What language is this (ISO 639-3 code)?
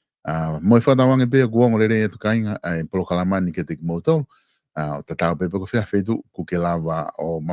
ton